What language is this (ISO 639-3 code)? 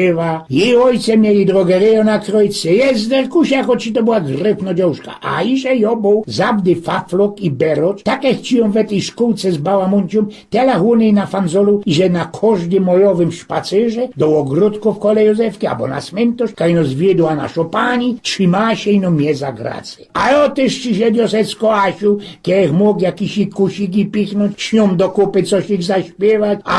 szl